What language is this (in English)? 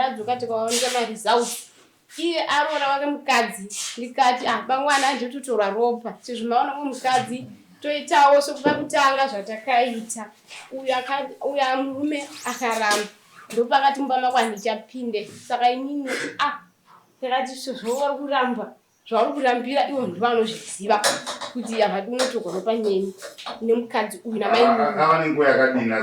Shona